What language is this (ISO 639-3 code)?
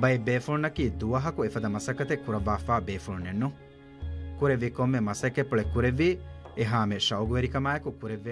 div